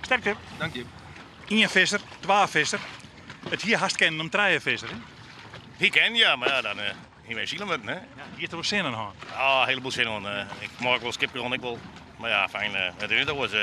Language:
Western Frisian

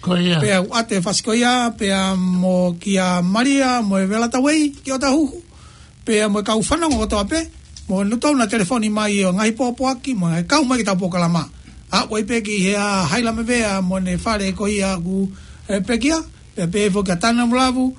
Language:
Tongan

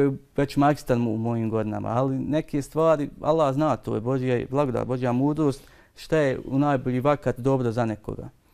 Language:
Bosnian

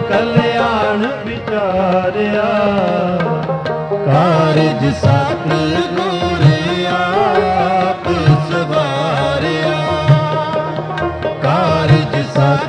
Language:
Punjabi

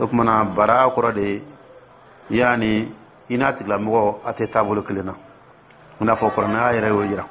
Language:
Dyula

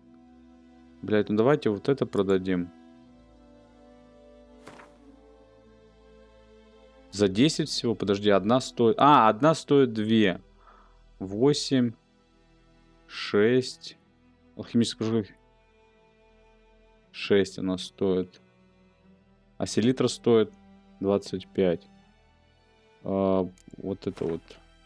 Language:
Russian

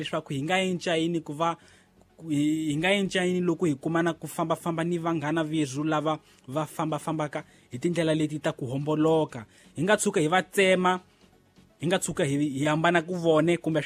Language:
Tsonga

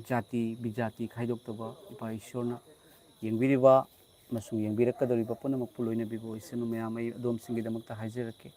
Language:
Manipuri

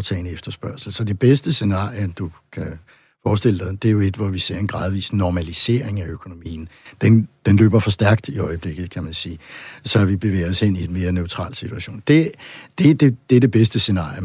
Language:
Danish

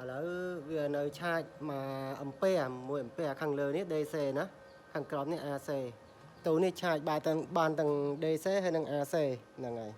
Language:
Khmer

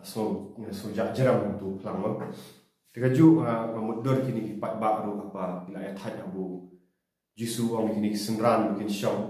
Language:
Khasi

